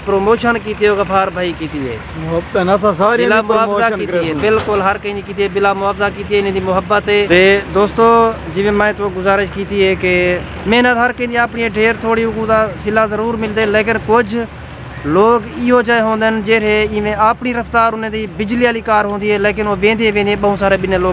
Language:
Saraiki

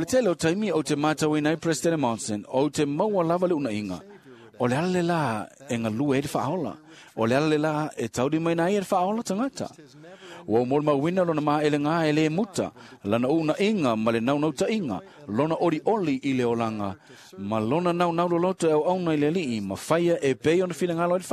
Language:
Samoan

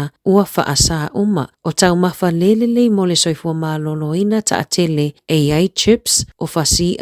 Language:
Samoan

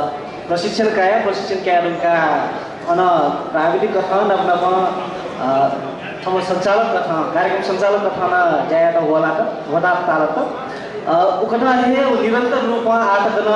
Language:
Newari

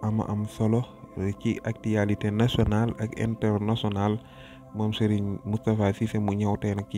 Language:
Wolof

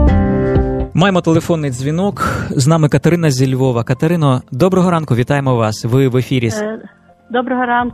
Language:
Ukrainian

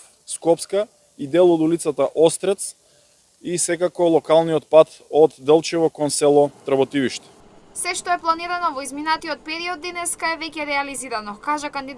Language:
Macedonian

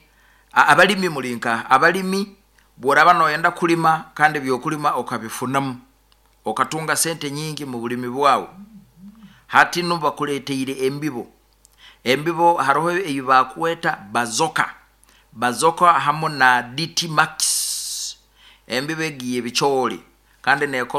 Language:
Nyoro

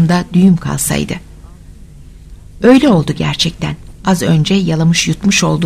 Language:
Turkish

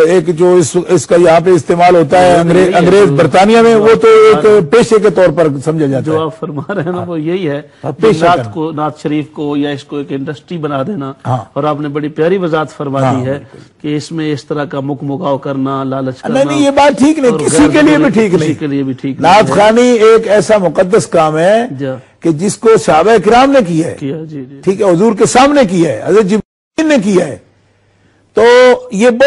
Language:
Urdu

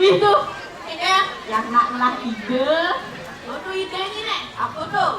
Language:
Balinese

